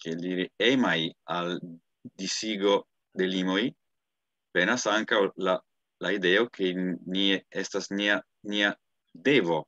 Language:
Esperanto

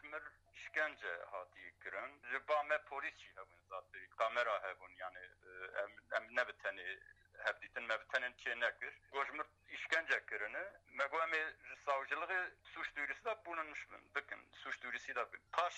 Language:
Kurdish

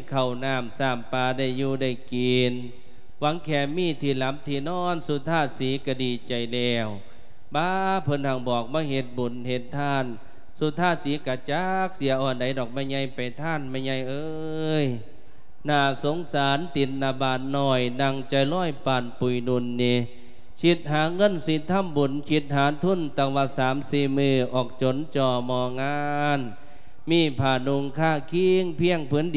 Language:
Lao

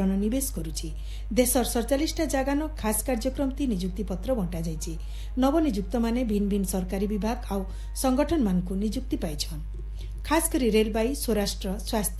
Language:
Odia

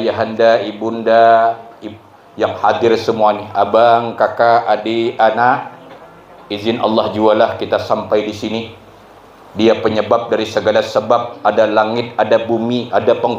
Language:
Banjar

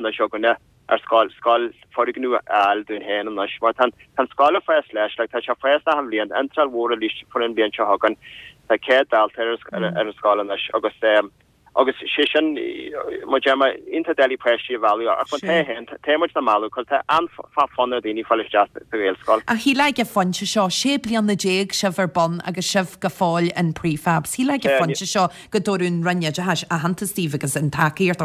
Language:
Irish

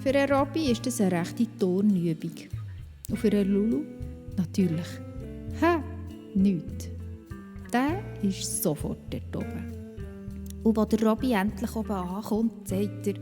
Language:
Swiss German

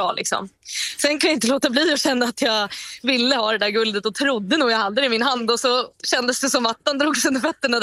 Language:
Swedish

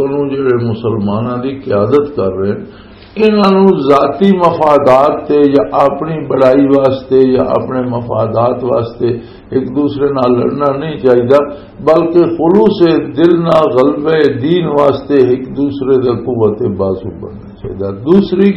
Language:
Western Panjabi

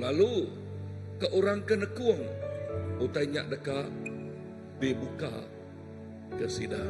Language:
Iban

